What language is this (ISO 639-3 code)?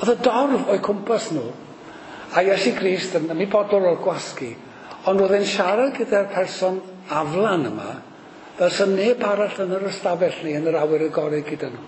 cym